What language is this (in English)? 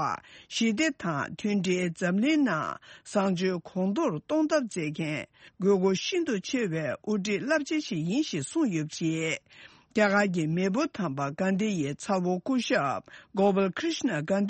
Tibetan